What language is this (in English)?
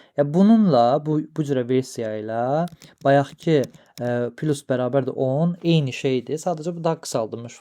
Azerbaijani